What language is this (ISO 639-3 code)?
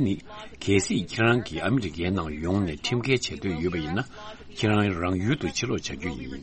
bod